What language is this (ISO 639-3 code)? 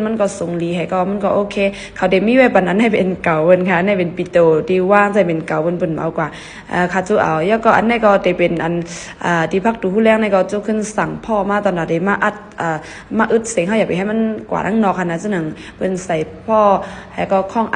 shn